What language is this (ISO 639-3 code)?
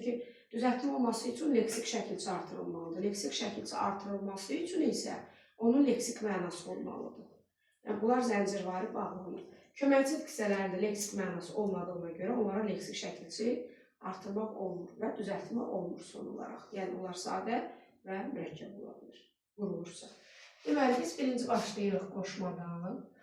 aze